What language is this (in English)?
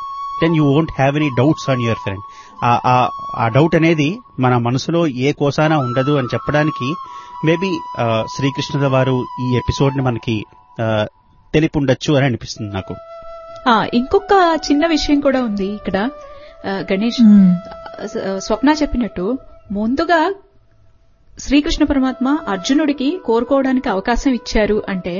Telugu